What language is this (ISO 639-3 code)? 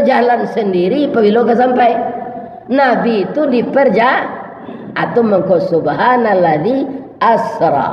min